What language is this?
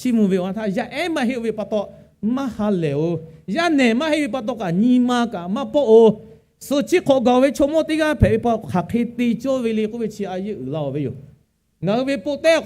Lahu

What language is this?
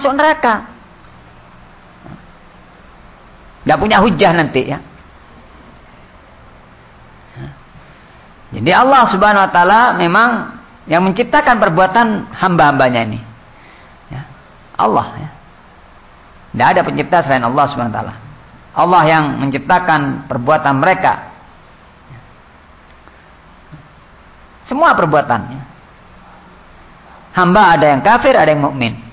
Indonesian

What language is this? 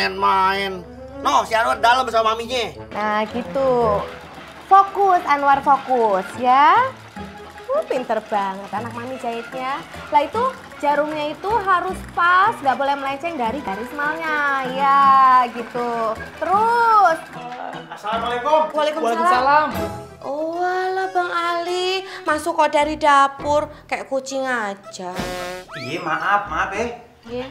Betawi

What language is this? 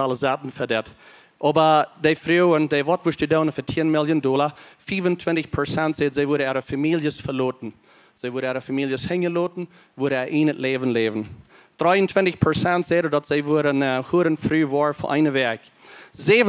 Plautdietsch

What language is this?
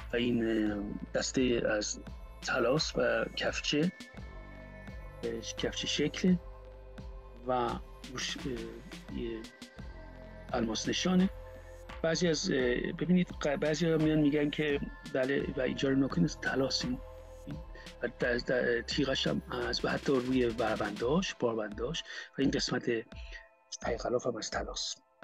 Persian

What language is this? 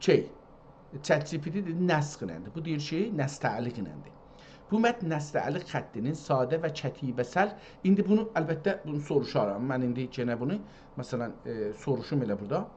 South Azerbaijani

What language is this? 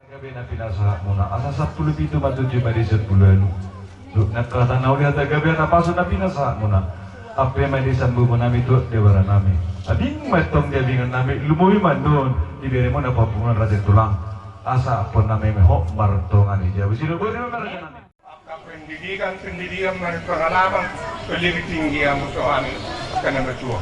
Batak Toba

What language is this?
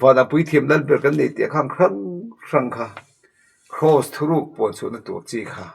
Mizo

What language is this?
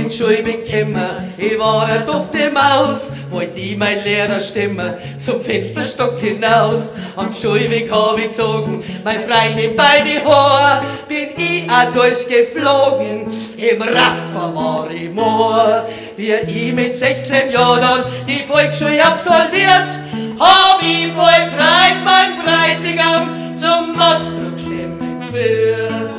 Bavarian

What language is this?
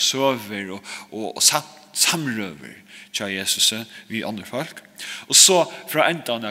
Faroese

